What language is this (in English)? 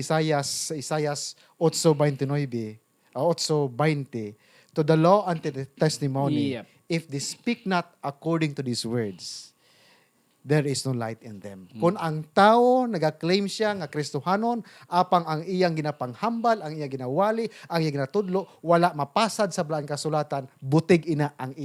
Hiligaynon